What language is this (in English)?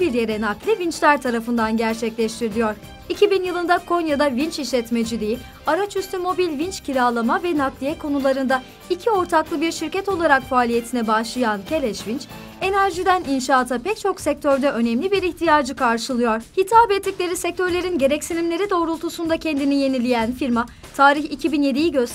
Turkish